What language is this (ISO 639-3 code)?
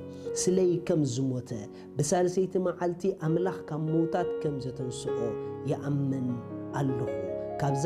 tir